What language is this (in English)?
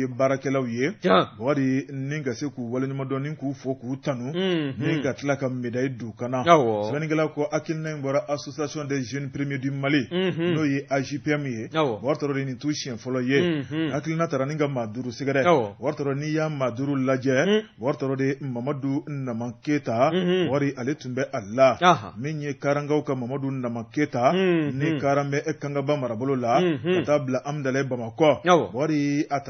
Bambara